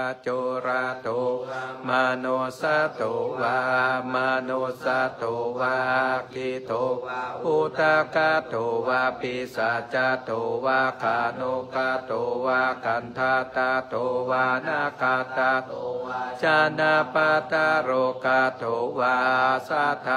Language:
Pali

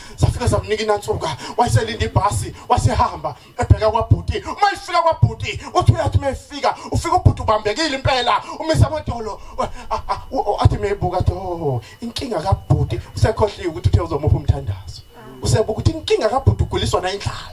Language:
Zulu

